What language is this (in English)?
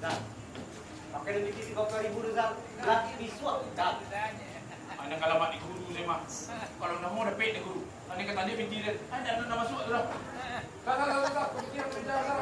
Minangkabau